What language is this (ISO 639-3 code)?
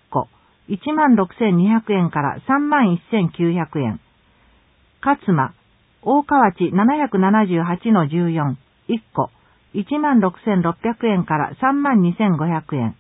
jpn